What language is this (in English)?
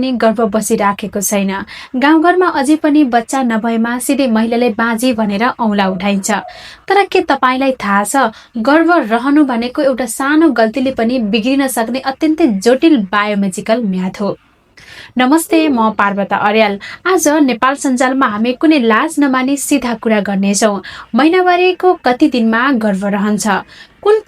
Nepali